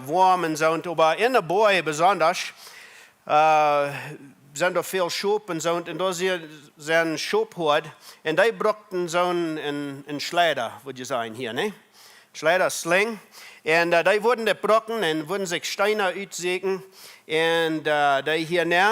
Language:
Plautdietsch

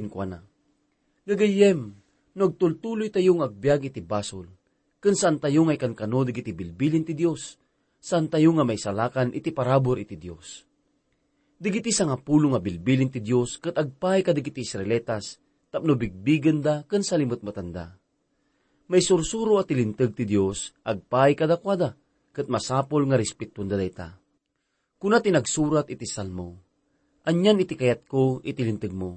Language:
Iloko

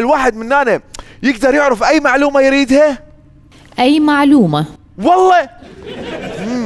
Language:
Mesopotamian Arabic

